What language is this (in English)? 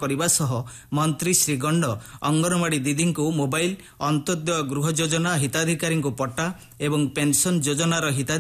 Odia